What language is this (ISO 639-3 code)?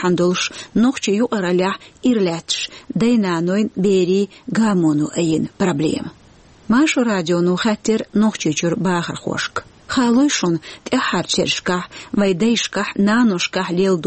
che